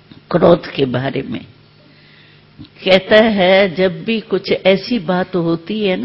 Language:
Hindi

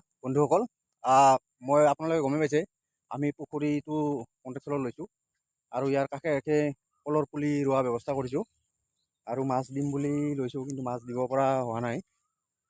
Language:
Assamese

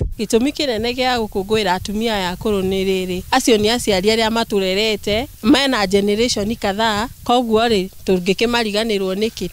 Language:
Kikuyu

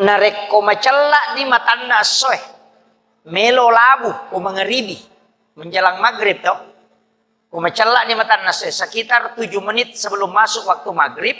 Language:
Buginese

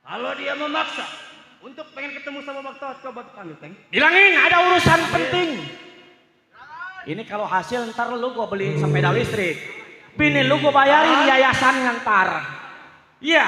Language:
Betawi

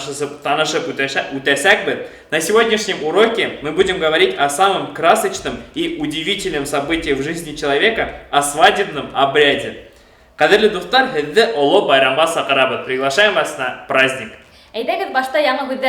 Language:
Bashkir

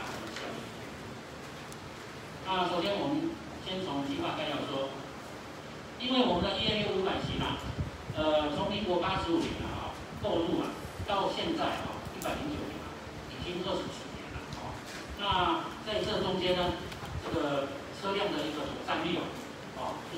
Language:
Chinese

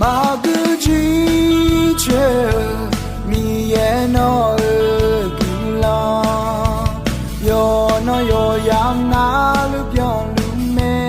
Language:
Akha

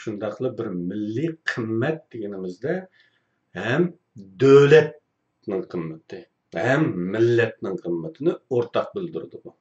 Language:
Uyghur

